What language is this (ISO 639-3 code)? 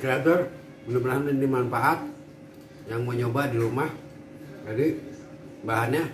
bew